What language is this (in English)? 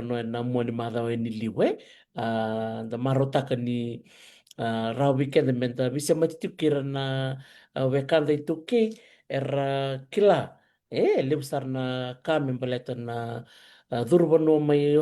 Fijian